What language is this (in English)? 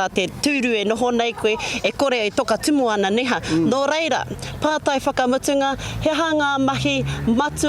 Māori